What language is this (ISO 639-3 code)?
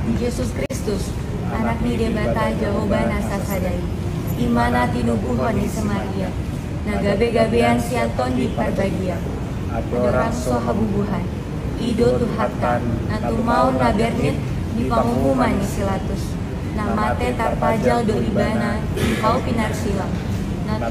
bbc